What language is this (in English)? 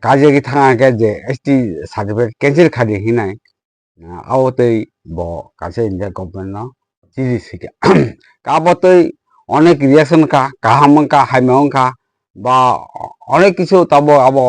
Kok Borok